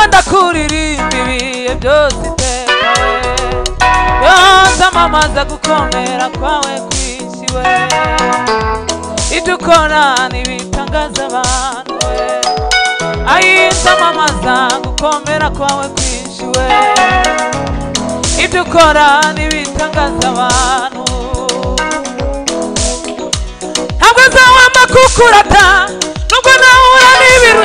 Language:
Kinyarwanda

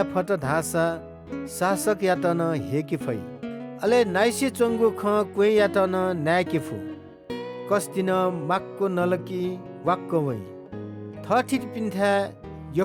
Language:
Newari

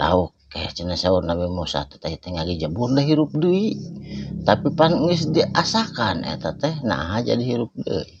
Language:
Sundanese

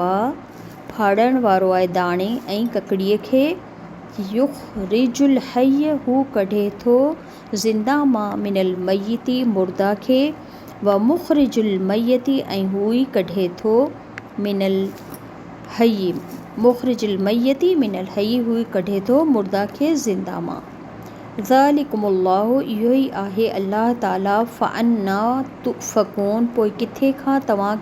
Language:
Sindhi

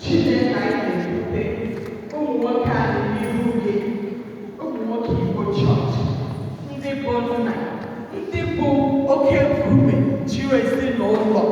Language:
Igbo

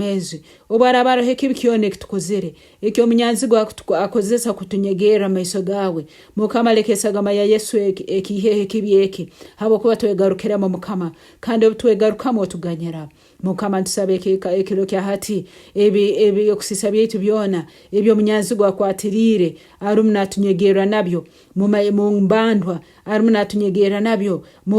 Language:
Nyankole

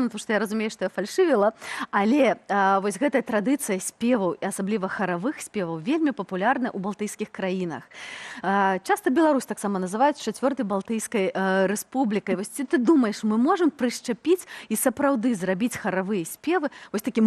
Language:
Belarusian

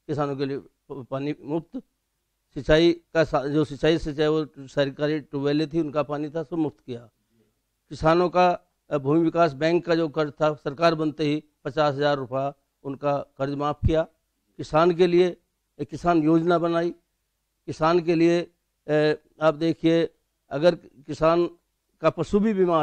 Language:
Hindi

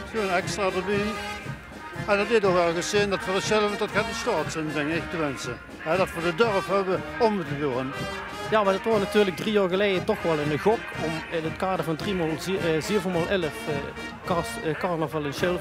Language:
Limburgish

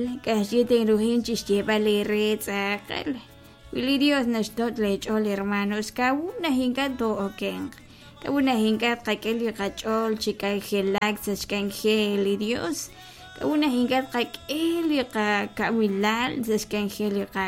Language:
Kekchí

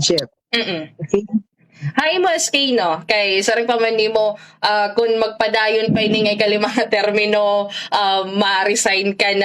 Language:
Waray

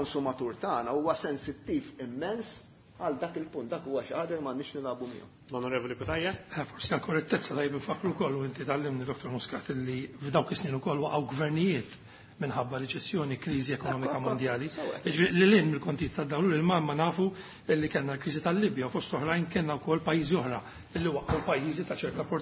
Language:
Maltese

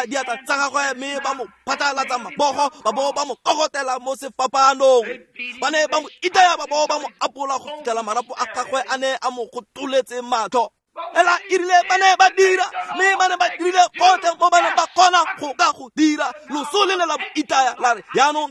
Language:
Tswana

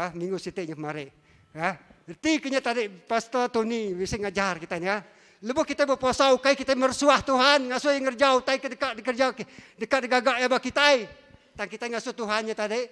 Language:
Iban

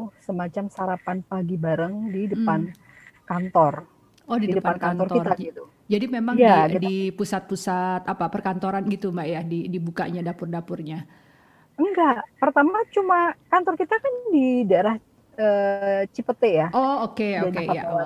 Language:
Indonesian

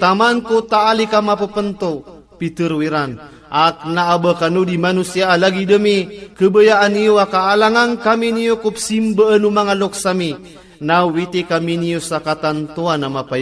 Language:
Maranao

